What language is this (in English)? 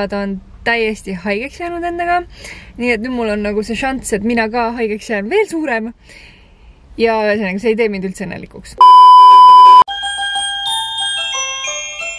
Estonian